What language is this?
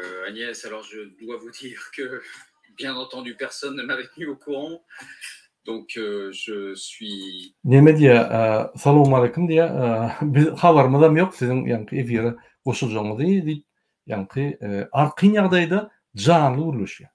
Turkmen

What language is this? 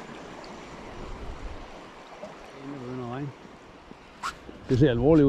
Danish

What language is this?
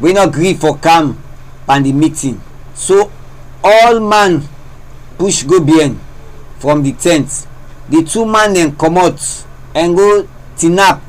Krio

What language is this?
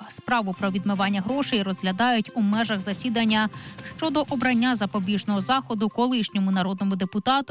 Ukrainian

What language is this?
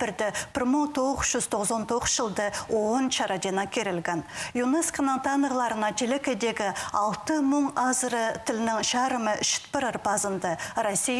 Khakas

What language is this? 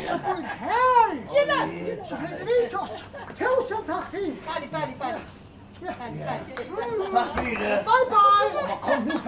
Faroese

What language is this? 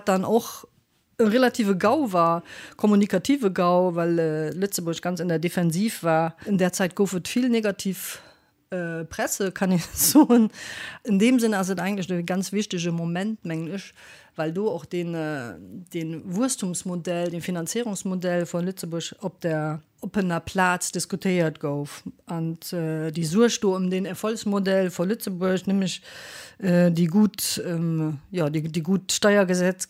Luxembourgish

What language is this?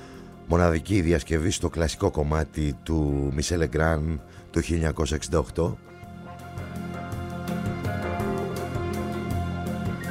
Greek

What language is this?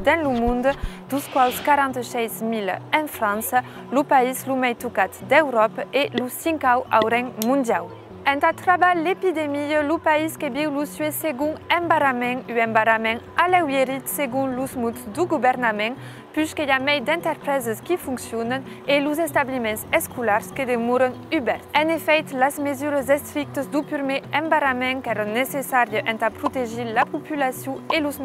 Occitan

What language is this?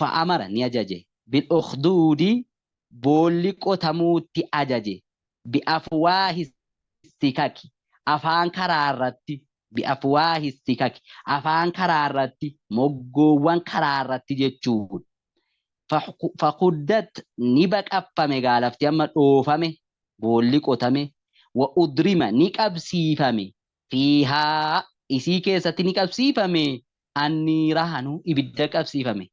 Oromo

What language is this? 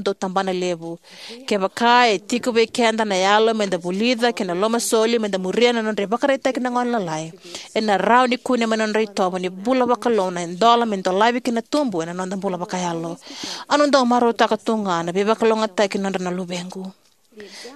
Fijian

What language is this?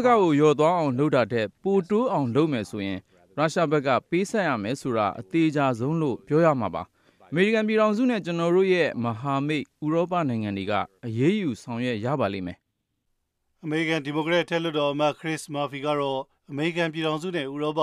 Burmese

